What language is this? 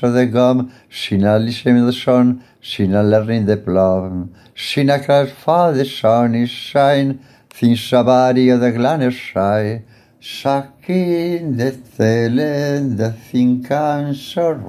English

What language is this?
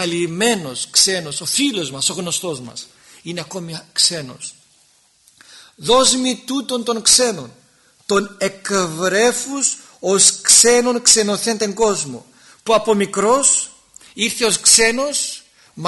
Greek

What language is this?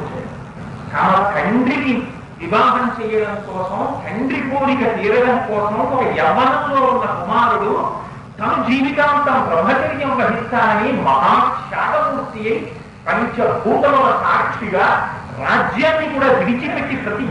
Telugu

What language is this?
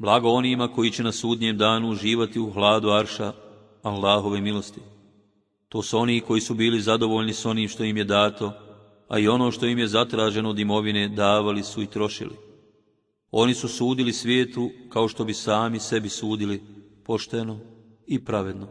Bosnian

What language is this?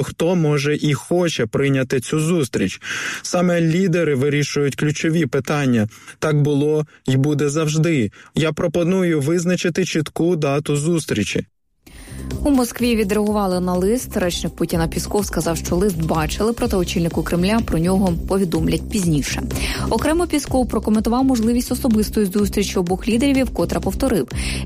Ukrainian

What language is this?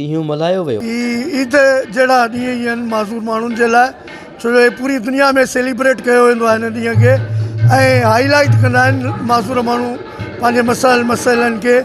Sindhi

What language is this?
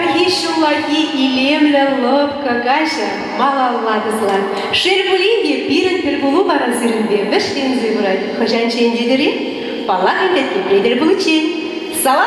Chuvash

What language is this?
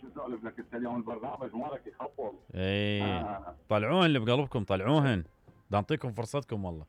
Mesopotamian Arabic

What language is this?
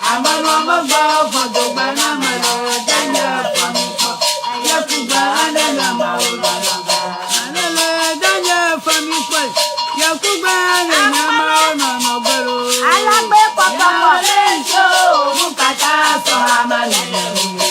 Ewe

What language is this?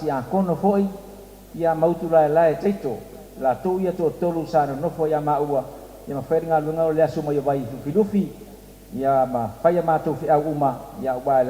Samoan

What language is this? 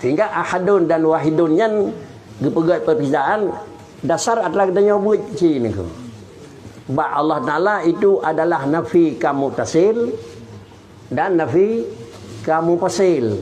Achinese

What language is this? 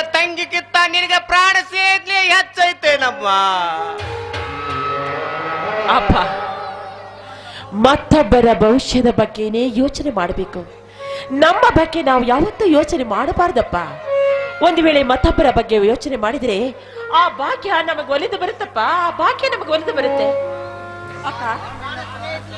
Kannada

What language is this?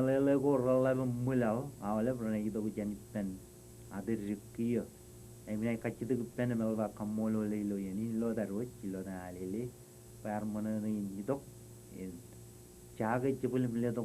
Marshallese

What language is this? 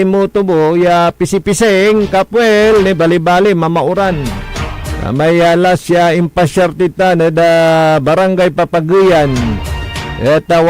Pangasinan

